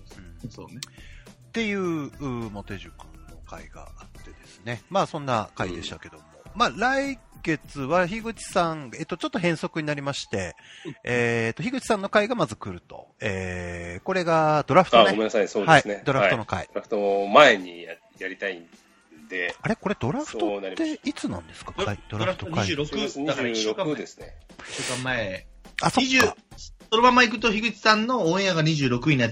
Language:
Japanese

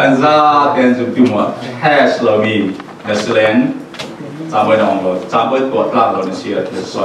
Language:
Falam Chin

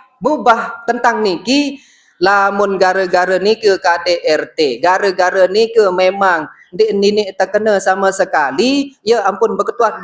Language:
Sasak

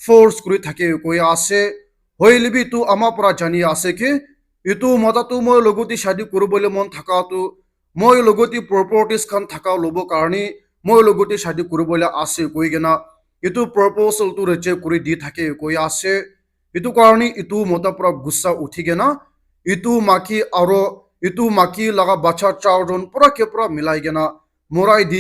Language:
Naga Pidgin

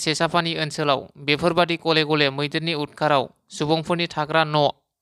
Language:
Bodo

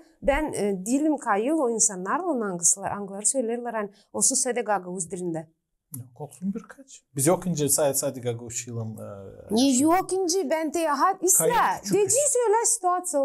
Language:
Gagauz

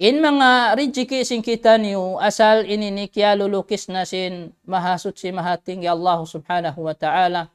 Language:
Tausug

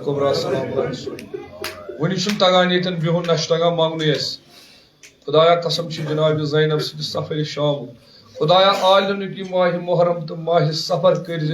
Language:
Kashmiri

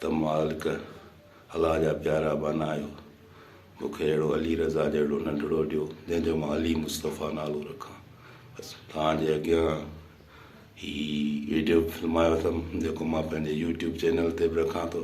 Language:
Sindhi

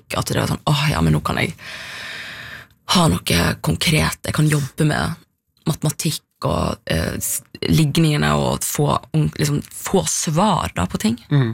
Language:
Norwegian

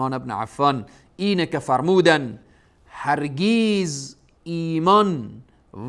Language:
Persian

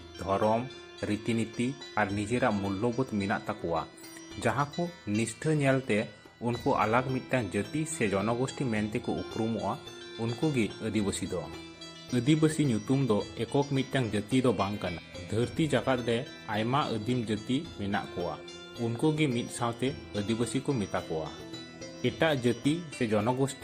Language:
Santali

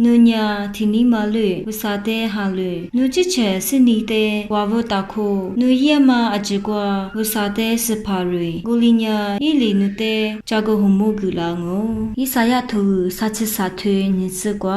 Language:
Lisu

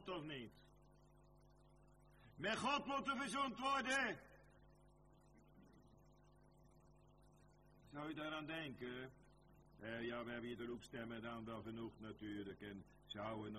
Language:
Dutch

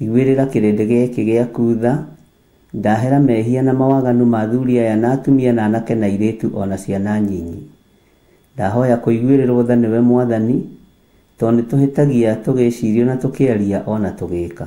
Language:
Kikuyu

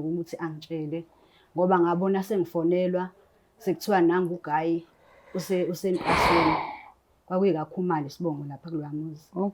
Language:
Zulu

